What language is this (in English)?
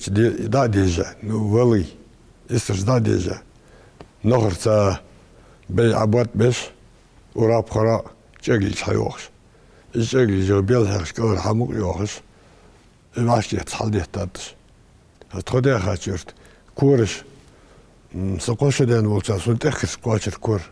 Ingush